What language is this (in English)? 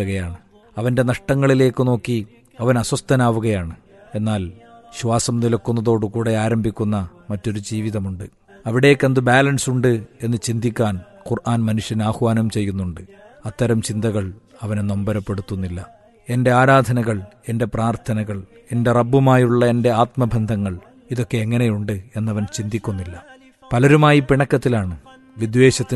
Malayalam